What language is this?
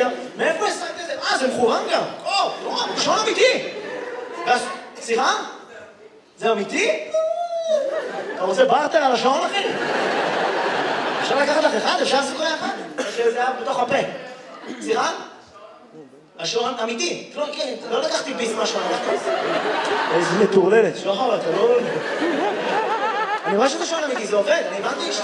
Hebrew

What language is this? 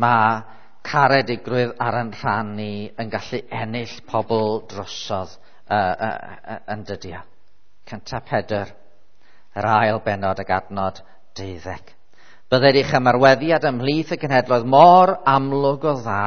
Welsh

